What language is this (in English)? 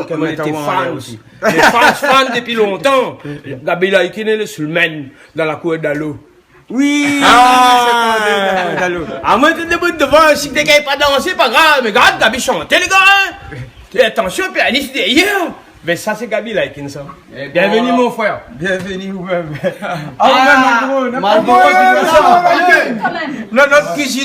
Réunion Creole French